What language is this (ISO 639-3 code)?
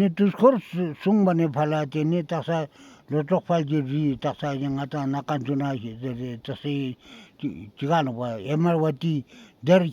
bod